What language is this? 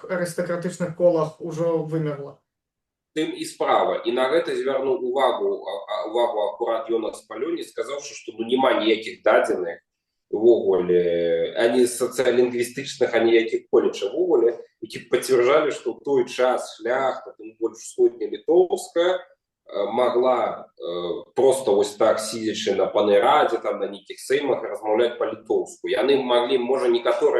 Belarusian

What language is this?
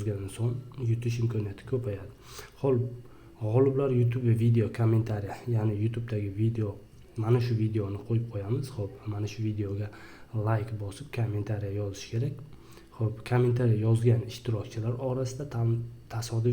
Uzbek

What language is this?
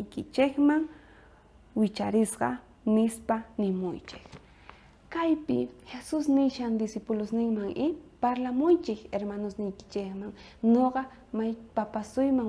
South Bolivian Quechua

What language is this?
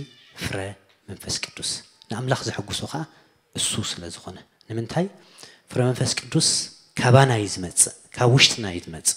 Tigrinya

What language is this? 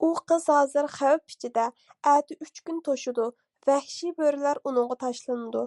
Uyghur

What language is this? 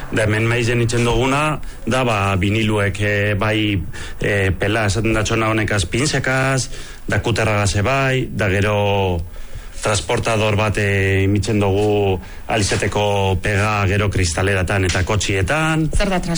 Basque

